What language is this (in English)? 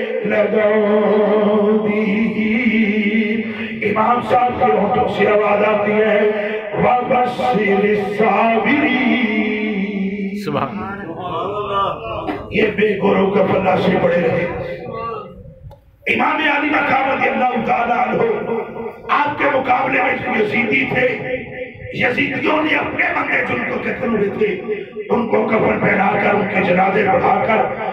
Urdu